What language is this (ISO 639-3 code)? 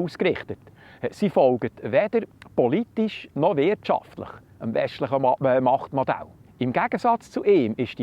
gsw